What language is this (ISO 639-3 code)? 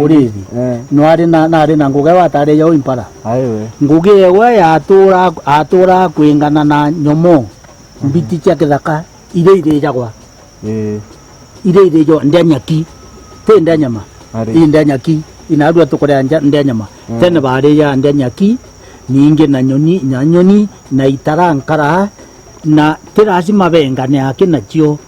mer